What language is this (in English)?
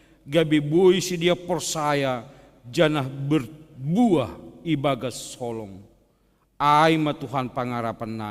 Batak Simalungun